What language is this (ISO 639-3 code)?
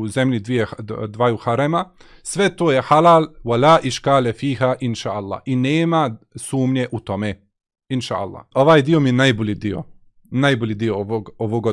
bos